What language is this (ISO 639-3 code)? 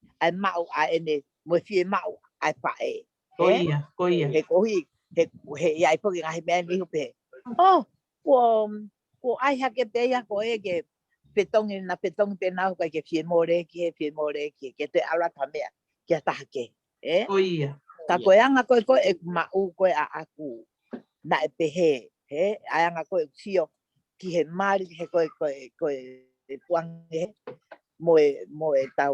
ton